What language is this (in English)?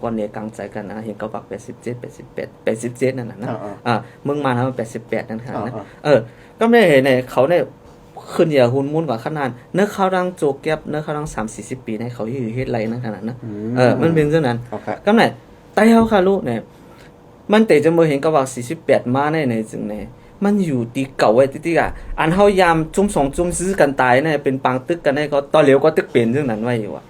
Shan